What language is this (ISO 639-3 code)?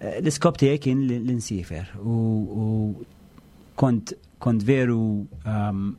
mlt